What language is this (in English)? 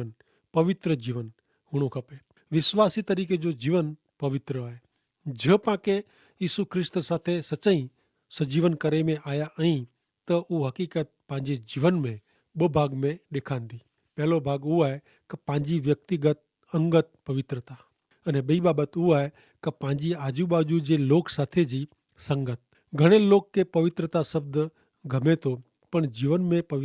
Kachhi